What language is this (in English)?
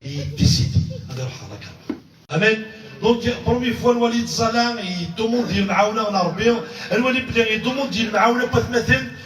Kabyle